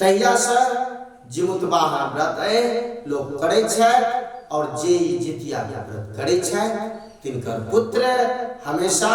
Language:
Maithili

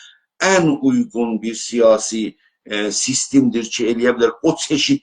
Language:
South Azerbaijani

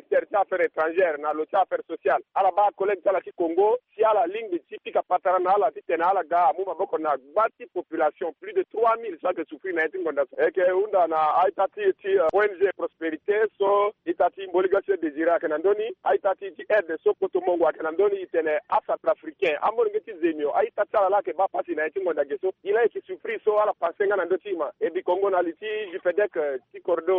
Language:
Sango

